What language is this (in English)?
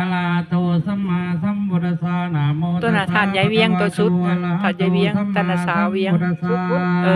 Pali